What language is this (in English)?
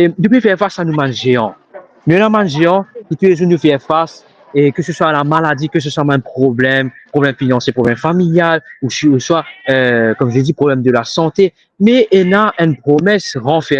Morisyen